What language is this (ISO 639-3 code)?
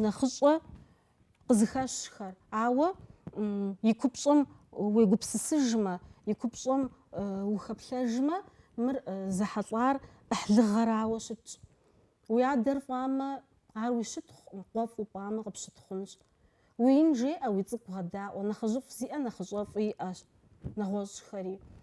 kbd